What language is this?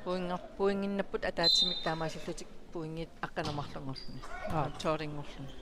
Kalaallisut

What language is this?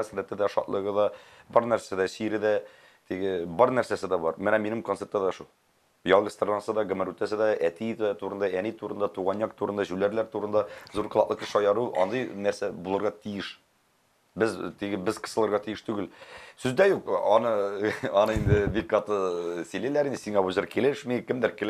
Tatar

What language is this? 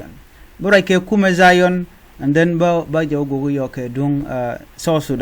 Nuer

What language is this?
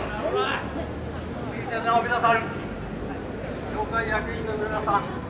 Japanese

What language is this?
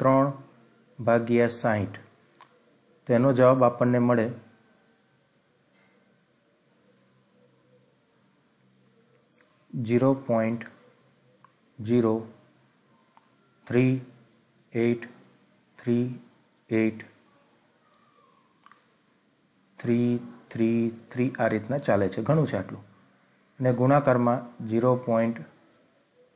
Gujarati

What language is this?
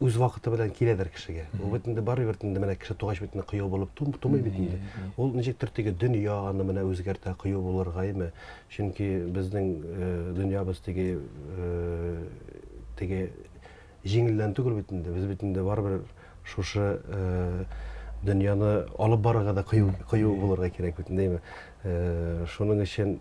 Tatar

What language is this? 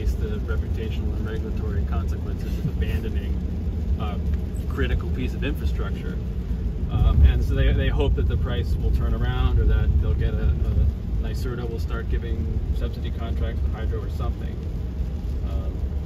English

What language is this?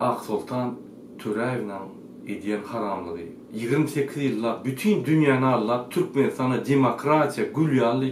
Turkmen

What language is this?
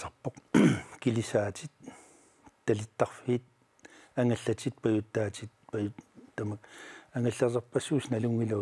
Kalaallisut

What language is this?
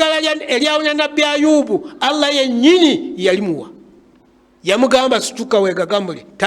Ganda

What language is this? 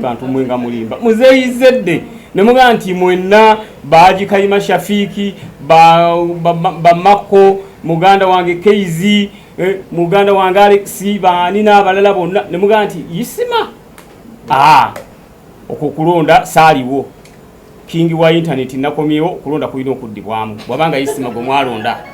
Ganda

